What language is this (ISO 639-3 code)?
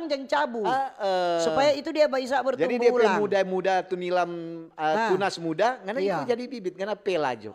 xmm